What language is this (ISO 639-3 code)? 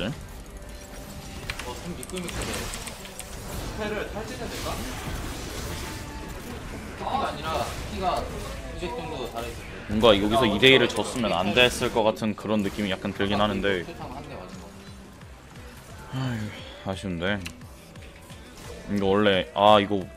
kor